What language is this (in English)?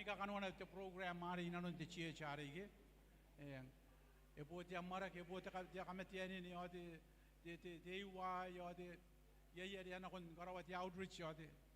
Gilbertese